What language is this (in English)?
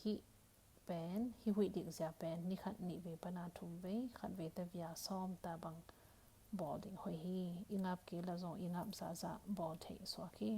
Tedim Chin